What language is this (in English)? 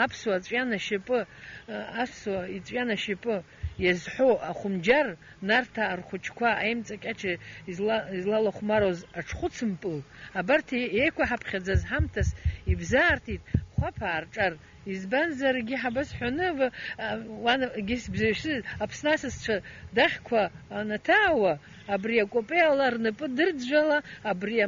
Abkhazian